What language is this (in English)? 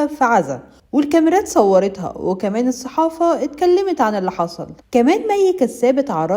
Egyptian Arabic